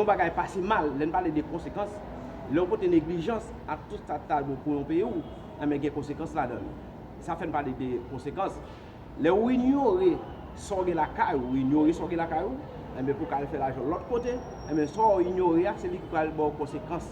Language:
Haitian Creole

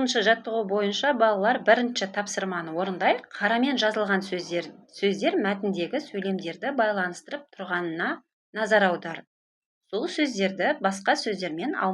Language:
Kazakh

